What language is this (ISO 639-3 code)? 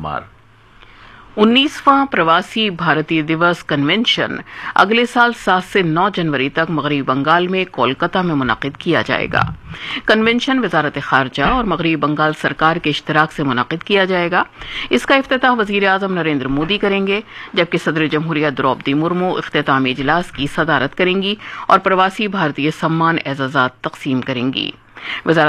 urd